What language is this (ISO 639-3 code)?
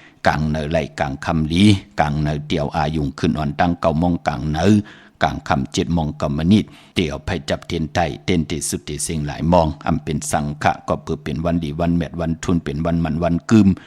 shn